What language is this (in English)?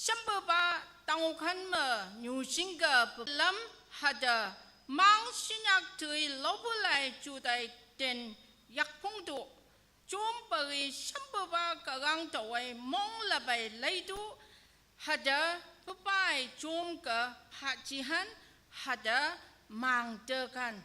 Naga Pidgin